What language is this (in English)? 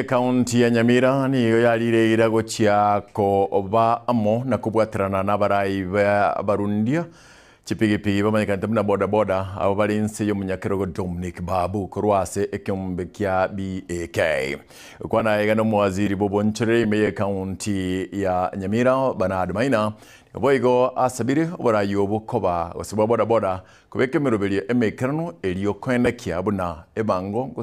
Gusii